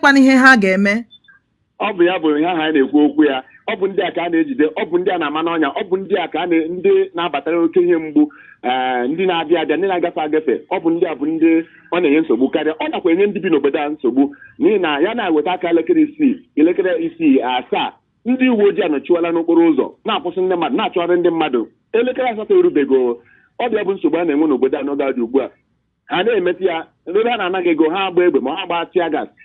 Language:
Igbo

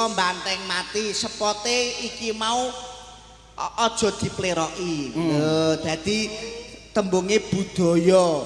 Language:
Javanese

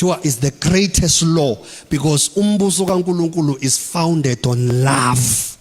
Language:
Zulu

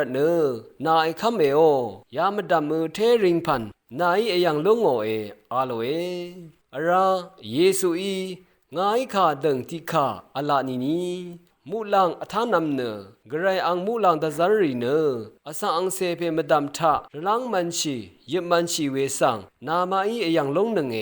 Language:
Rawang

